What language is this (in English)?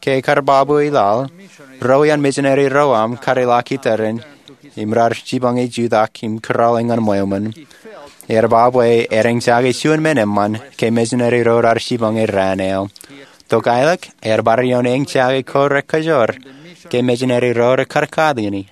Marshallese